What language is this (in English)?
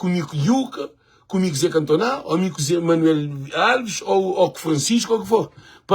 Kabuverdianu